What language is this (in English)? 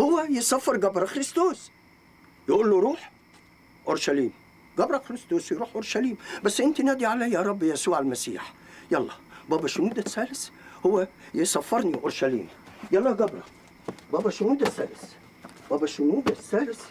Egyptian Arabic